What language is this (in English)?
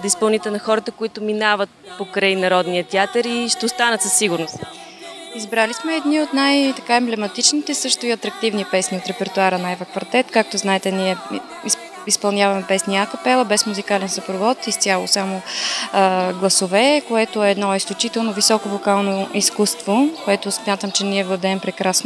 Bulgarian